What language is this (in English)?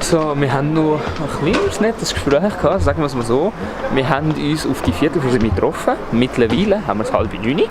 Swiss German